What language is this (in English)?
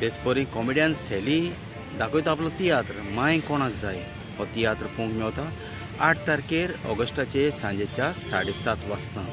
Konkani